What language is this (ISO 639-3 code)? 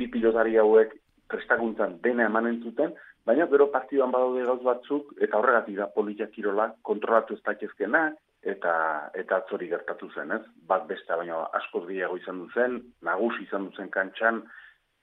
eus